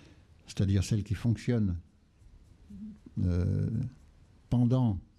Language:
French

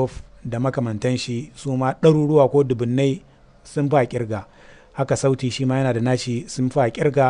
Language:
Hausa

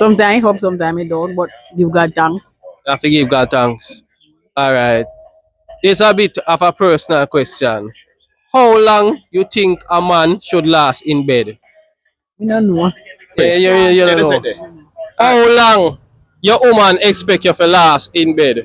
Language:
Jamaican Creole English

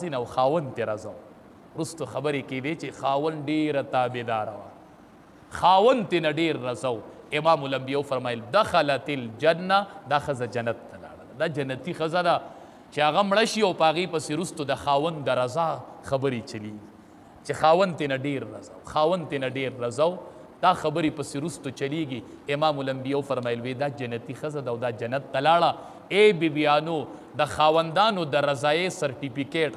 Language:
Pashto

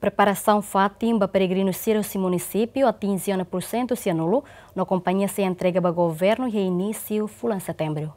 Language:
Tetum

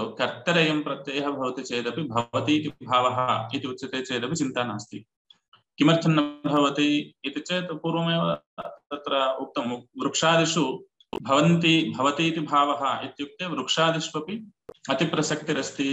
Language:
Sanskrit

